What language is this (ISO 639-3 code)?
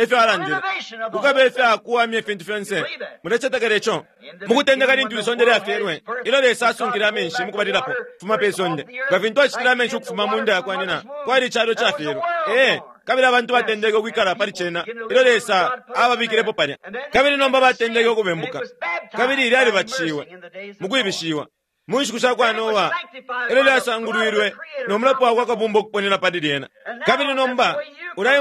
bem